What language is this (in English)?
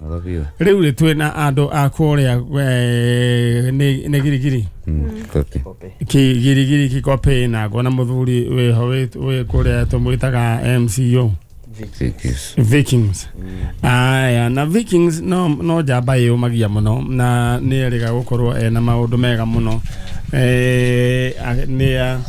Kikuyu